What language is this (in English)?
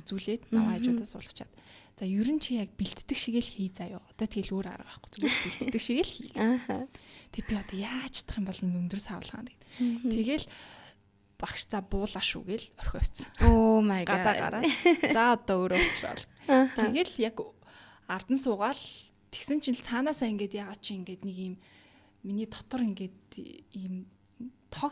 Mongolian